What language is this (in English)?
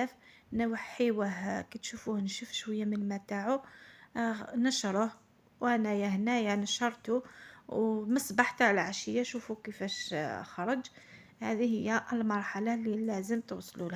Algerian Arabic